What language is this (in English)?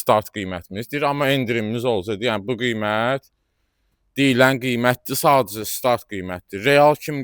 Azerbaijani